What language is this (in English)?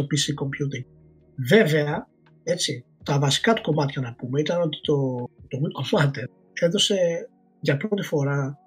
Greek